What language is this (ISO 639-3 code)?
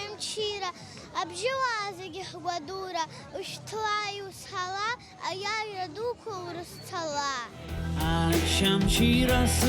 abk